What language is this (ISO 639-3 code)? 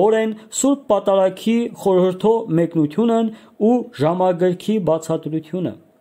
hye